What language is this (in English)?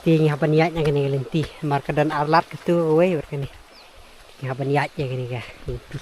Khasi